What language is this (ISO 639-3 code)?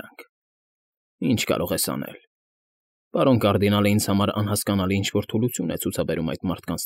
hye